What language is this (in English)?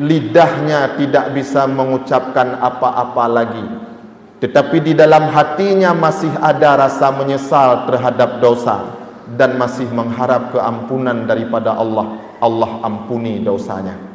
Achinese